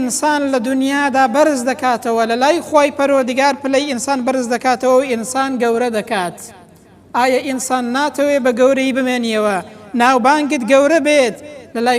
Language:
Central Kurdish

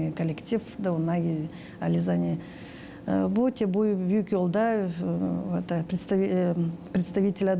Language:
Gagauz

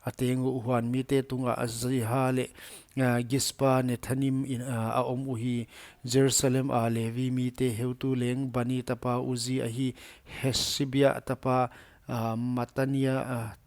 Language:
Paite Chin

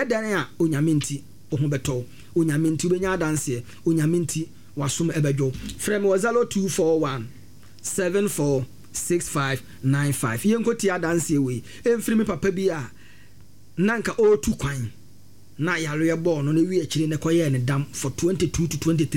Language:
Akan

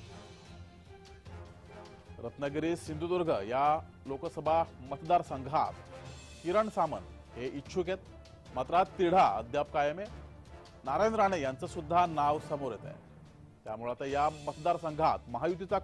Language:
Marathi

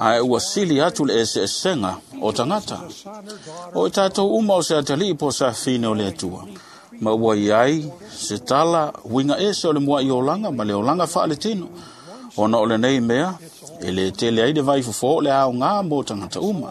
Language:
Samoan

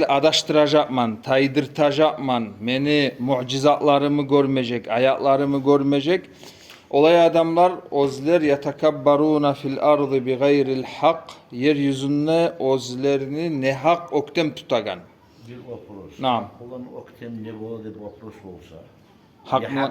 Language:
Kumyk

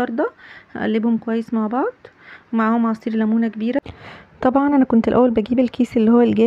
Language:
Egyptian Arabic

